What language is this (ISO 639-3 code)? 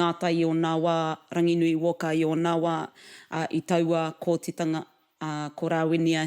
mri